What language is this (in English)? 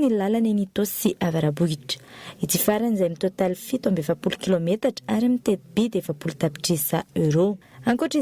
Malagasy